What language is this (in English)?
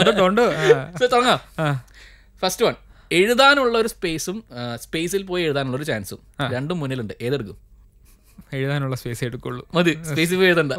Malayalam